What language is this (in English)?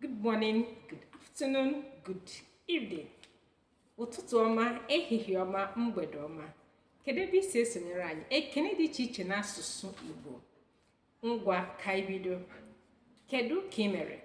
Igbo